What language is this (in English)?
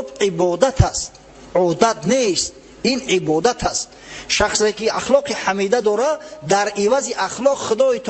Tajik